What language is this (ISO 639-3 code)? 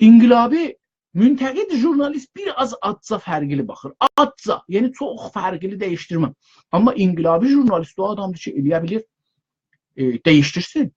azb